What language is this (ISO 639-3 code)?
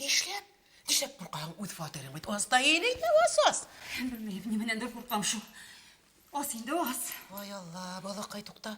bak